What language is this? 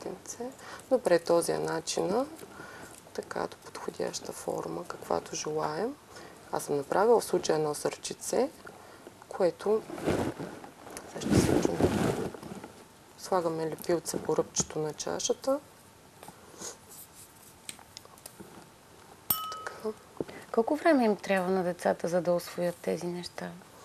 Bulgarian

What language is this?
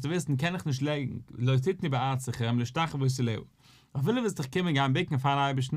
Yiddish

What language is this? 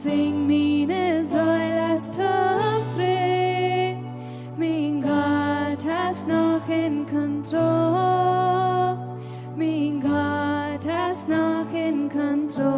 Plautdietsch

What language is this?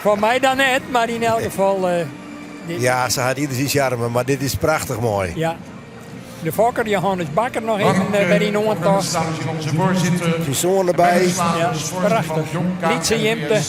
Western Frisian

